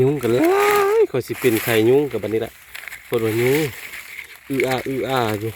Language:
Northeastern Thai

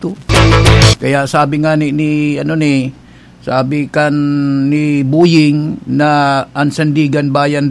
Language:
Bikol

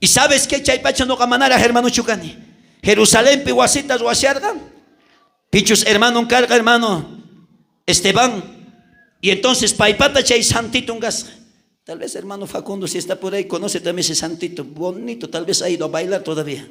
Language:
South Bolivian Quechua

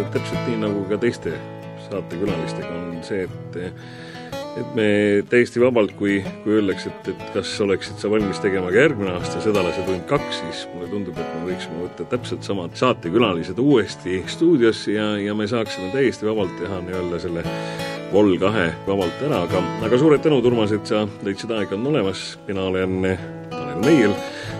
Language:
Estonian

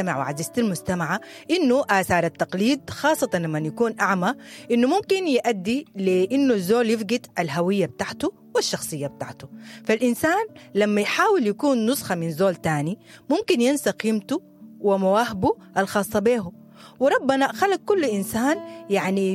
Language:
Sudanese Arabic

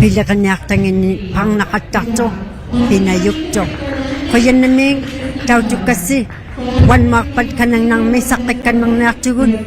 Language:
Inuktitut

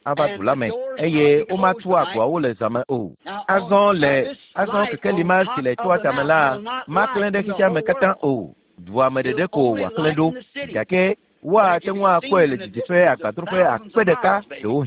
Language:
Ewe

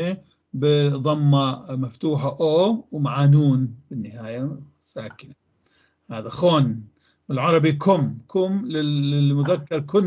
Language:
North Levantine Arabic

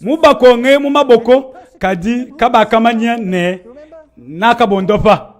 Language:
Luba-Lulua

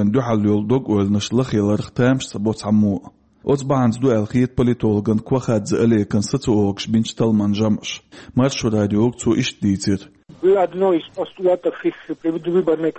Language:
Chechen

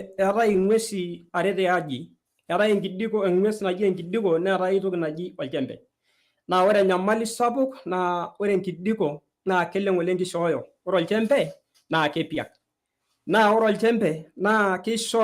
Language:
Masai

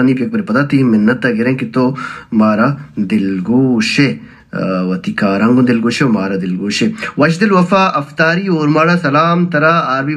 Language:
Baluchi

